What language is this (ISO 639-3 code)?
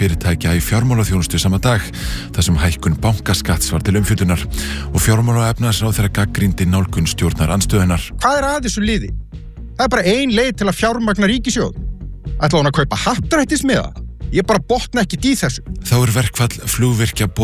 isl